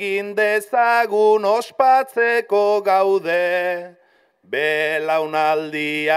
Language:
Basque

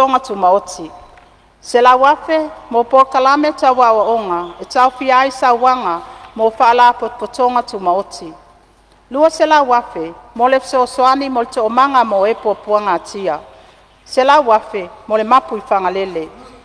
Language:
Samoan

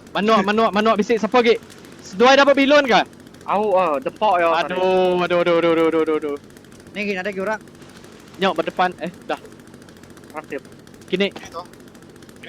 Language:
Iban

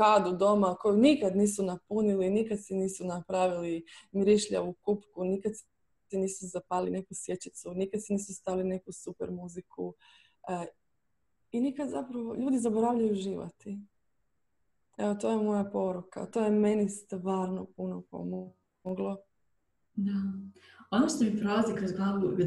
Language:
Croatian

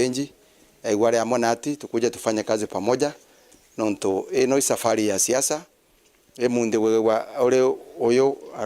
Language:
Meru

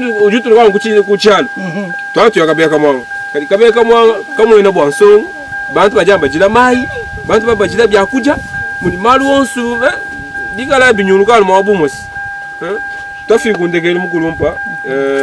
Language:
Luba-Lulua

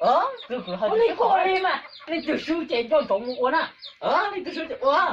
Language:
Hmong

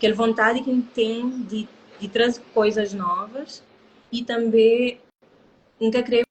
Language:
Kabuverdianu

